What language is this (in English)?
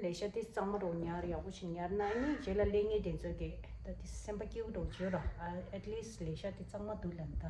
Tibetan